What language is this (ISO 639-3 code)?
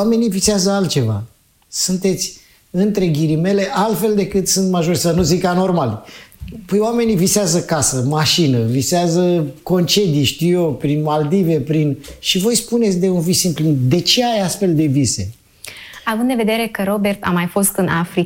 ron